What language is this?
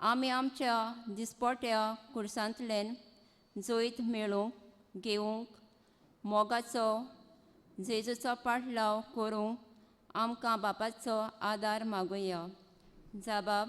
Konkani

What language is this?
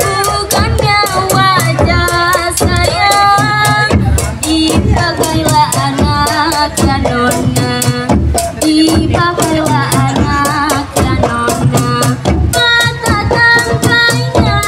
Betawi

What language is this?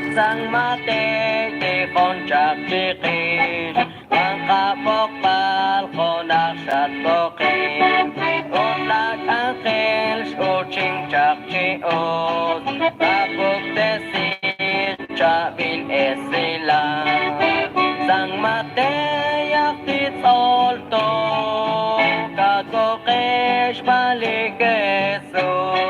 Kekchí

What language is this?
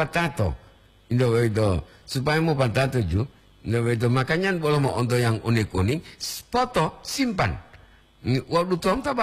Gorontalo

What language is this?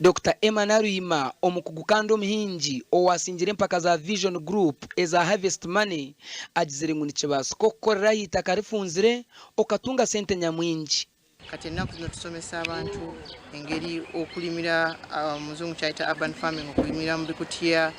Nyankole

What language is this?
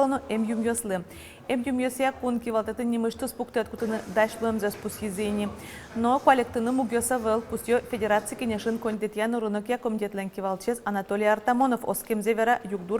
Udmurt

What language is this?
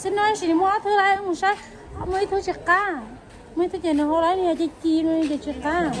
Hmong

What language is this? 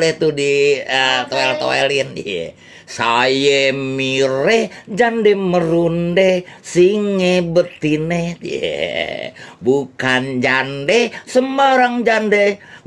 Betawi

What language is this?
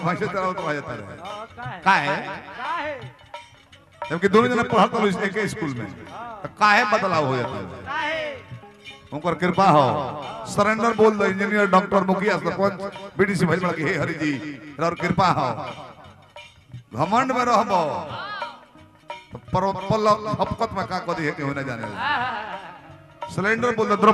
Bhojpuri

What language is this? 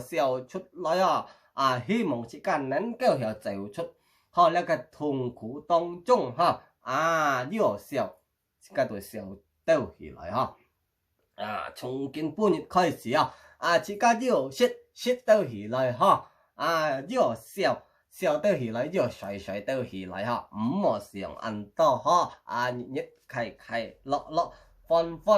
Hakka Chinese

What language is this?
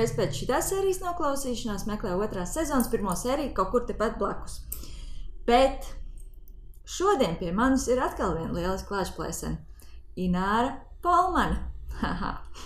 Latvian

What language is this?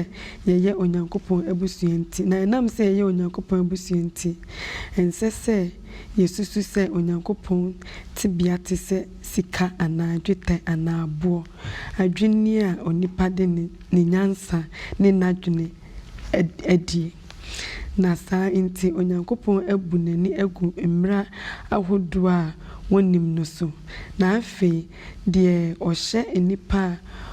Akan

